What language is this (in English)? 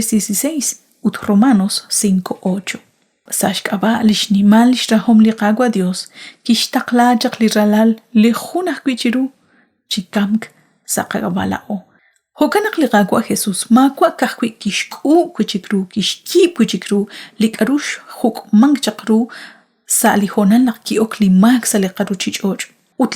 Kekchí